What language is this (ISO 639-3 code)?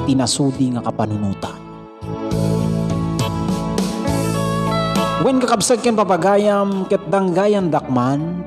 ilo